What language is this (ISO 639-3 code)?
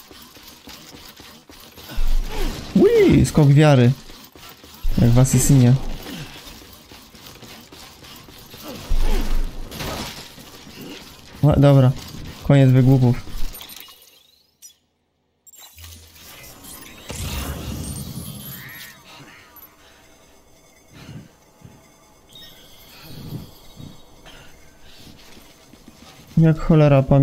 pol